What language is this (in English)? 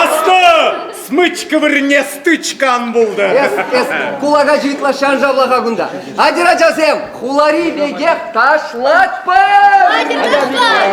Chuvash